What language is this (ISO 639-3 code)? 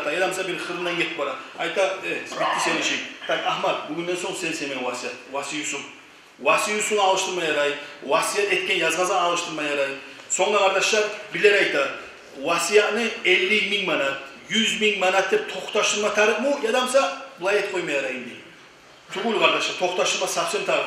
kum